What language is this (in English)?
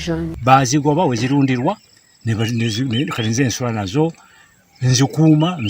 Ganda